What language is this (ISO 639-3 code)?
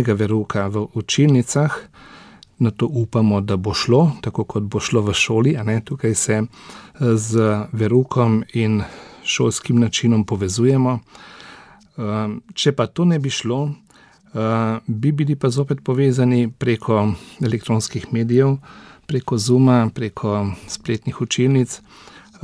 slv